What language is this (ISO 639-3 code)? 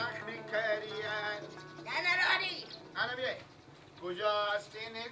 fas